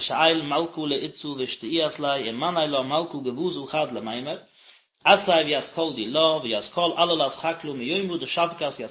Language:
Yiddish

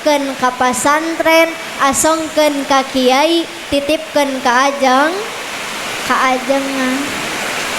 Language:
Sundanese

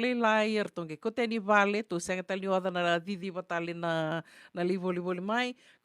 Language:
Fijian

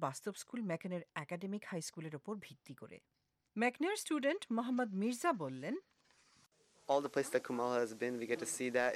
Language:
Bangla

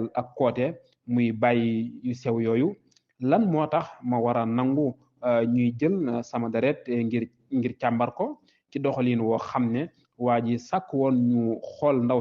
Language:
Wolof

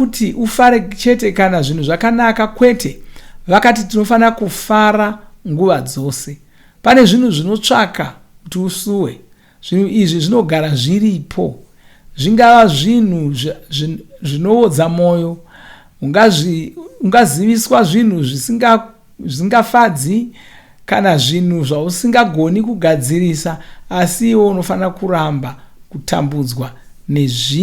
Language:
Shona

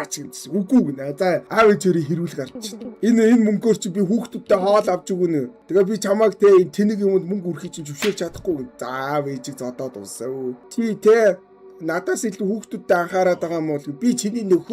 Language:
Mongolian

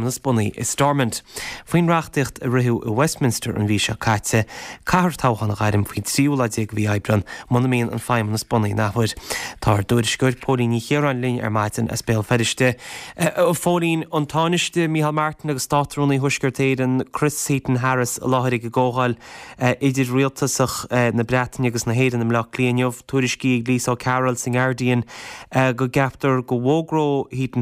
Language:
Irish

